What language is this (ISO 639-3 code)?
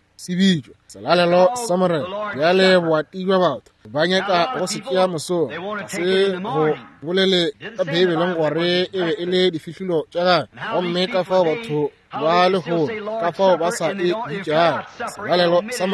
nso